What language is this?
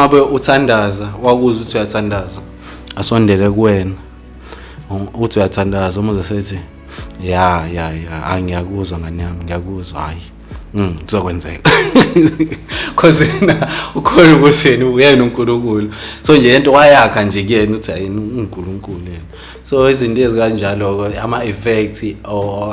Zulu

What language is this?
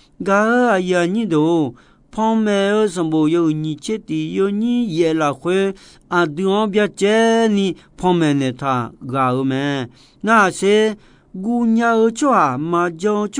Akha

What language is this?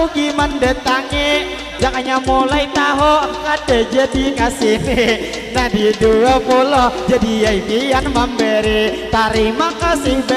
Banjar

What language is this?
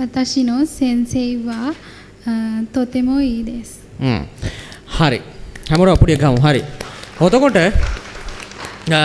Sinhala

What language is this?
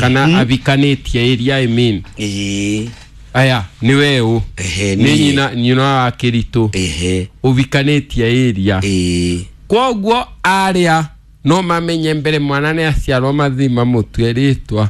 Kikuyu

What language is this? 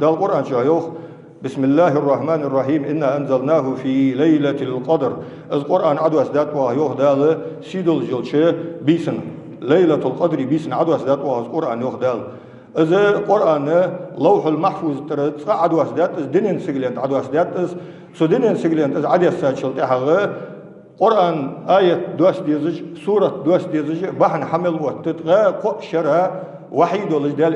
Ingush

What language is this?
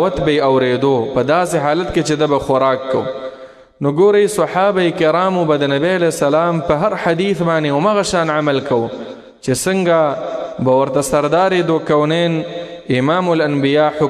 Pashto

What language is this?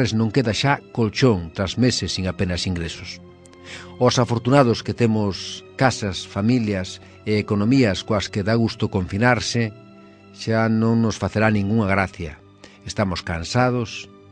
Galician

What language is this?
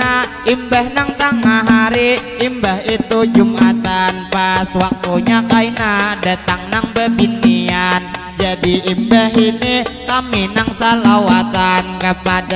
Banjar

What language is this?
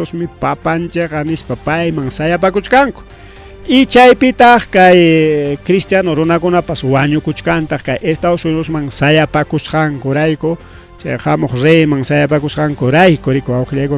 Ayacucho Quechua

